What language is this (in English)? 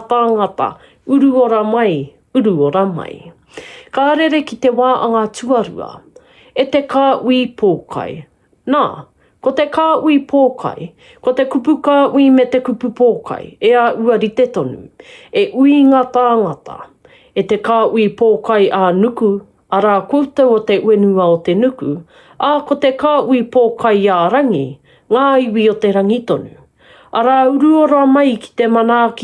Māori